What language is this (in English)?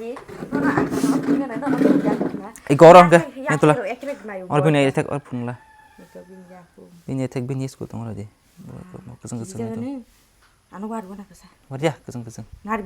Kok Borok